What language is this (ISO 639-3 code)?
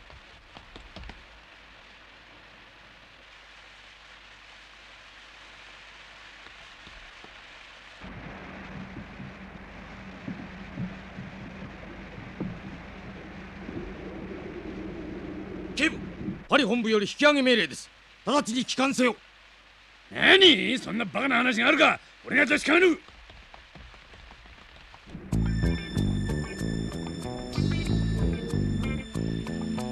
jpn